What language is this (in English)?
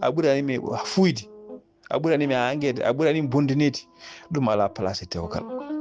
Fula